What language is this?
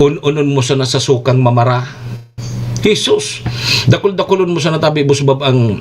Bikol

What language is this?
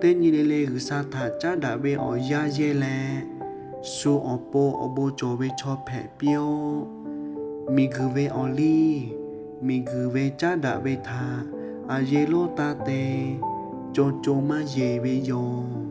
Lahu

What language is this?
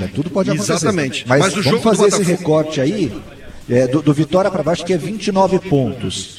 Portuguese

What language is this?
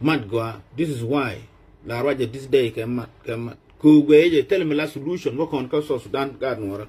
Nuer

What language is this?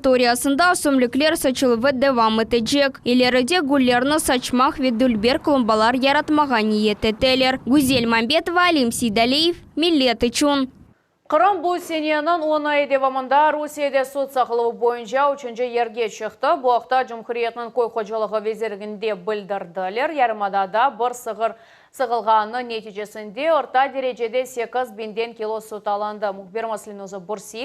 Crimean Tatar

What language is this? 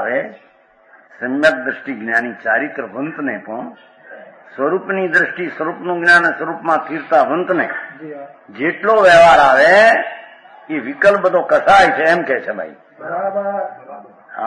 Gujarati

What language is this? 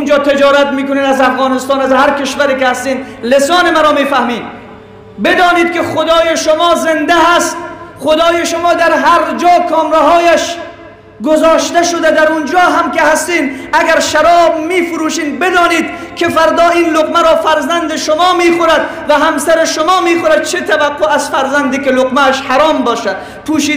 Persian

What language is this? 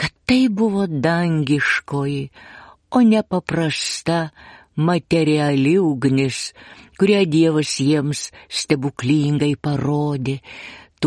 Lithuanian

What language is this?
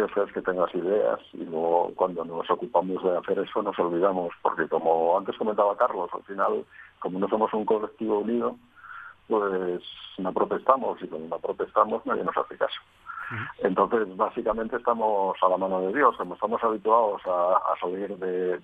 Spanish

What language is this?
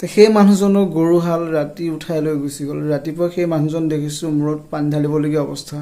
Assamese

